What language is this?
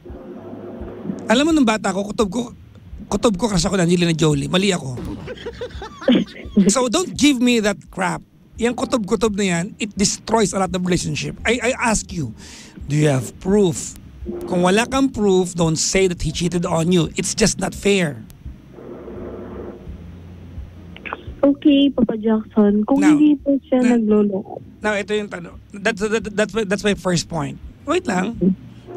Filipino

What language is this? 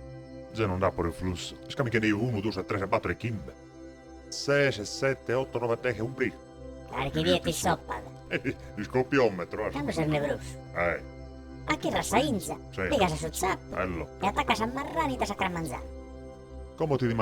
Sardinian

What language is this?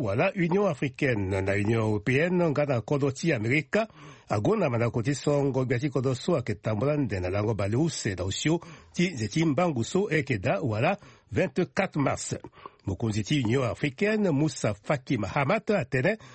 Sango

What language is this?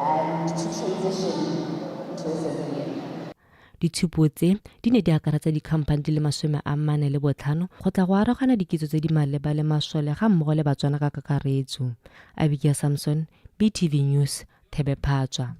Tswana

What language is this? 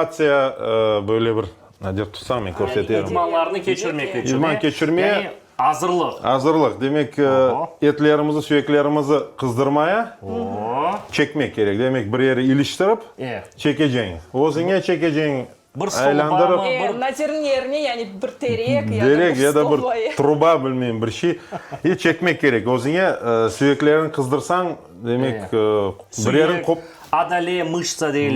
Crimean Tatar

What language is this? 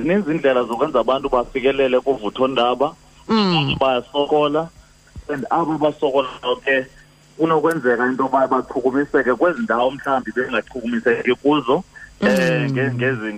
Xhosa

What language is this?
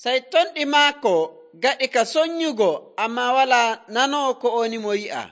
Nigerian Fulfulde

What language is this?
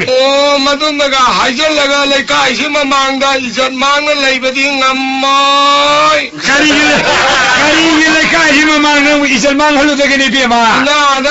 Manipuri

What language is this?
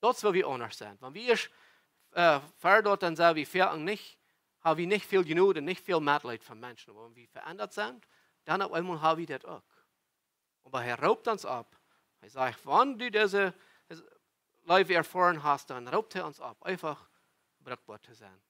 Plautdietsch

